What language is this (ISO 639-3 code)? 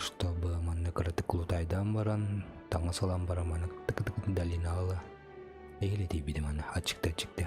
sah